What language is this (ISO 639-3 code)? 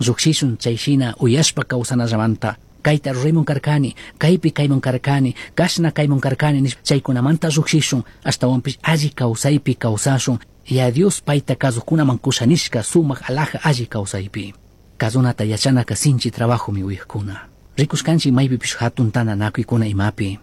qug